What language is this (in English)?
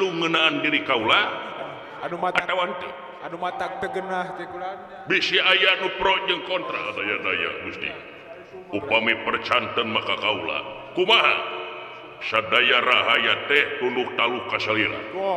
Sundanese